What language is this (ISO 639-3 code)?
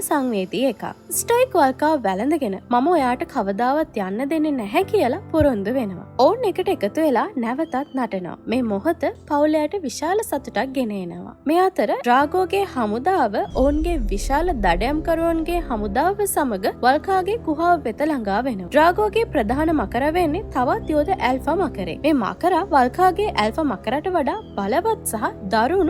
sin